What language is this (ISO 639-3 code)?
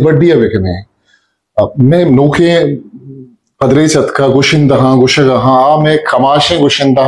bgp